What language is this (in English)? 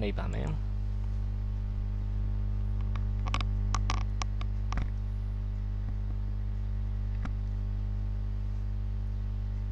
Burmese